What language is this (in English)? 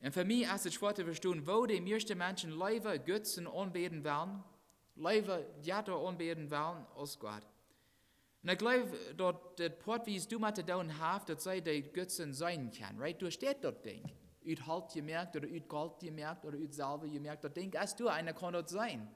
Plautdietsch